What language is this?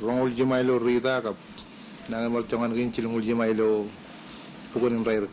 Marshallese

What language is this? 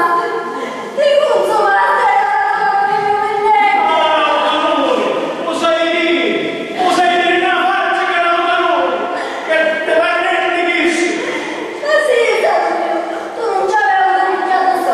Sicilian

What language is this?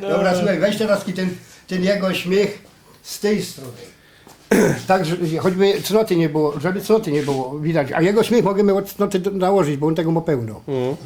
Silesian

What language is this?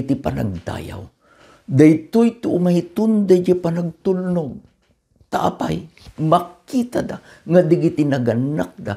Iloko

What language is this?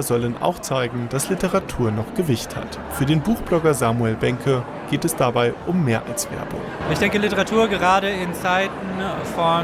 German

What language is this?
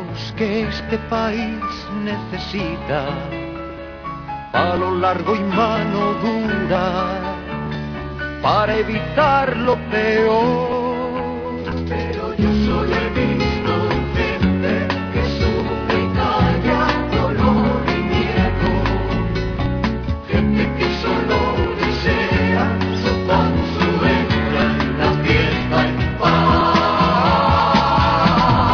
Spanish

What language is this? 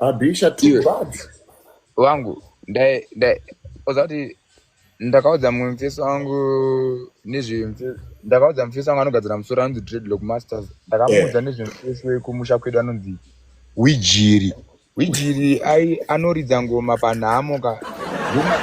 Shona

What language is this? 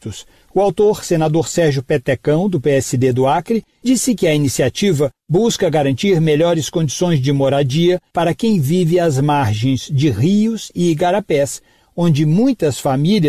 Portuguese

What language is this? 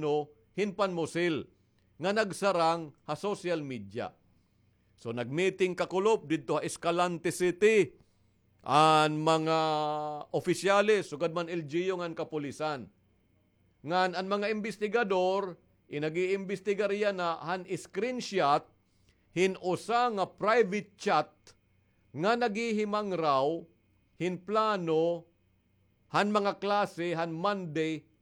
Waray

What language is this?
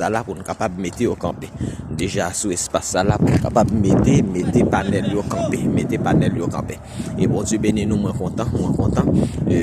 Haitian Creole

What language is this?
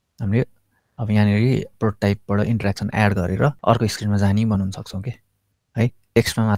Nepali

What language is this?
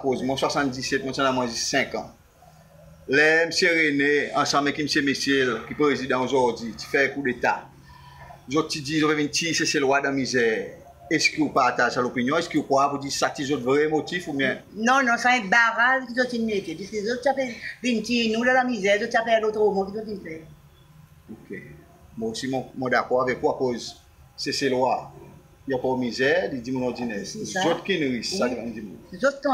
Seselwa Creole French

